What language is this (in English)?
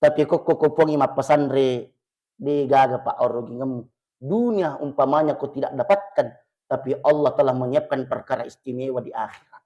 Buginese